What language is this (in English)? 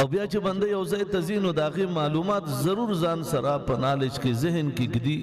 Pashto